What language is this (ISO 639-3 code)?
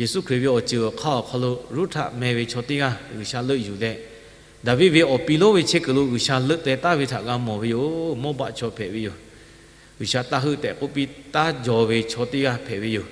lhu